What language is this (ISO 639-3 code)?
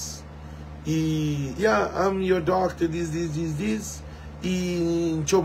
kea